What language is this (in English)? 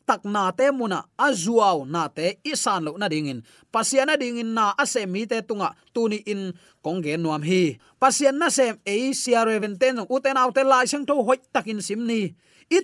Tedim Chin